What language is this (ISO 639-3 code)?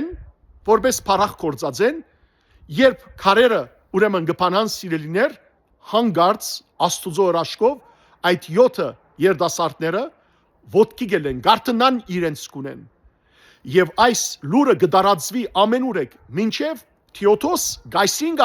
hyw